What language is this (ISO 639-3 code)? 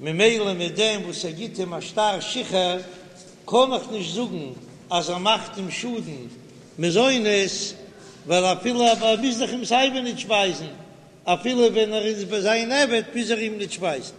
yid